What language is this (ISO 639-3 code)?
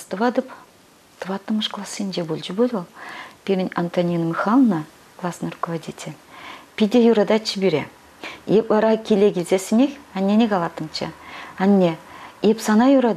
chv